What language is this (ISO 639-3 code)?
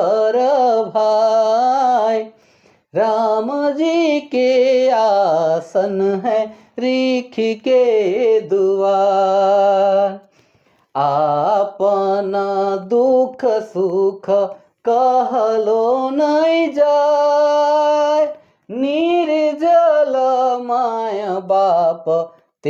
sck